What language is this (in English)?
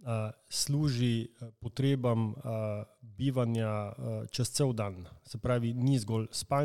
Slovenian